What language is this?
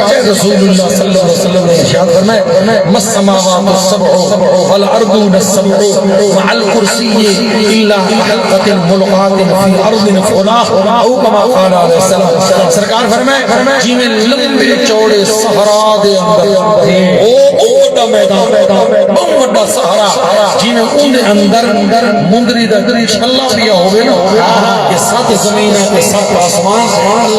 Saraiki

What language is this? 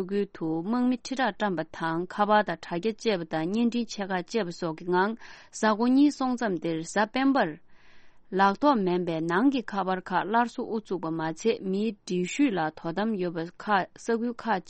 Tibetan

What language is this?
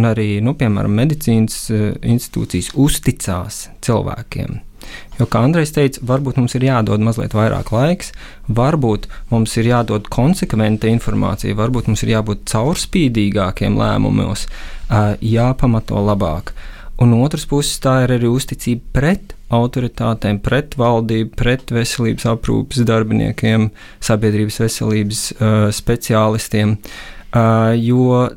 Latvian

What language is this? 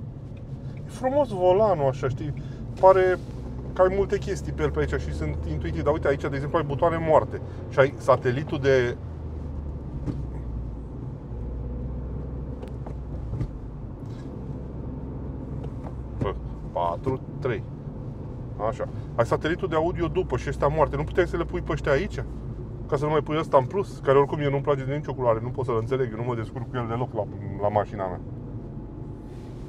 Romanian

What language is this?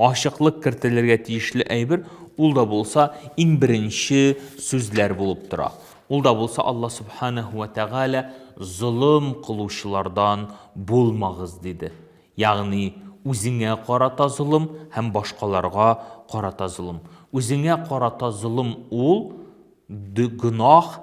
Tatar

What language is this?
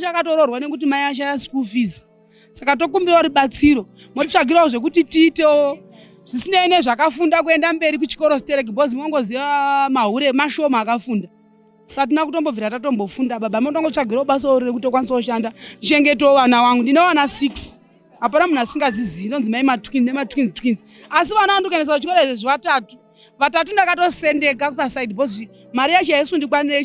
Shona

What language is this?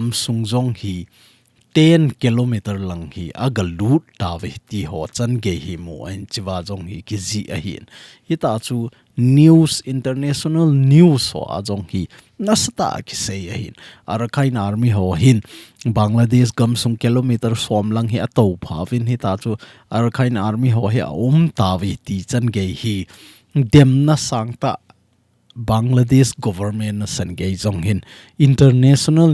Thado Chin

